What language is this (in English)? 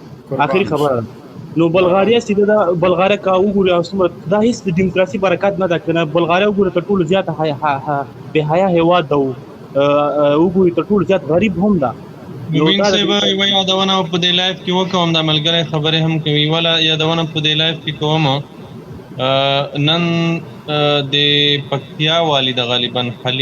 Pashto